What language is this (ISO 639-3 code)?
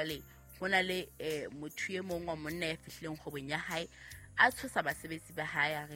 sot